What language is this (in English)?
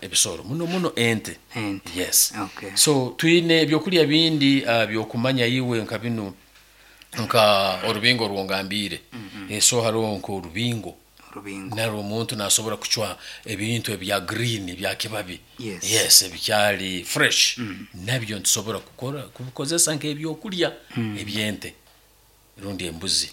Nyankole